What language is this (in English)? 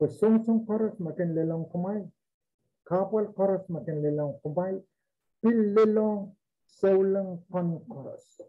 Pohnpeian